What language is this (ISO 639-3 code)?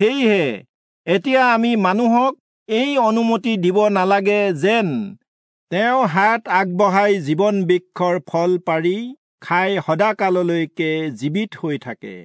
asm